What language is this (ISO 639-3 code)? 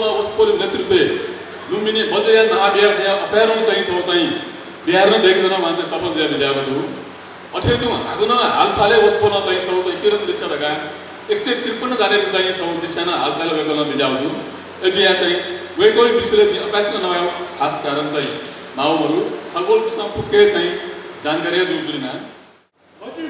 new